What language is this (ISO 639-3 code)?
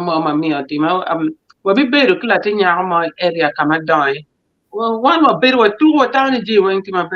ach